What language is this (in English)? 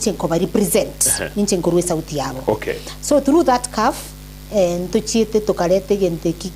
Gusii